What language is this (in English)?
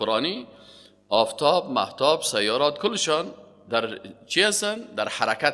Persian